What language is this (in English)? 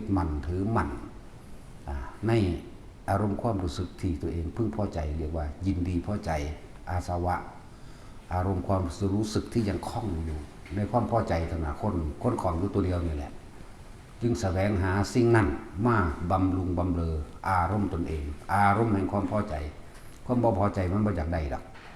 Northeastern Thai